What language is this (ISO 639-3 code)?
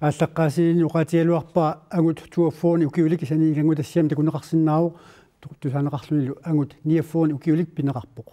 kal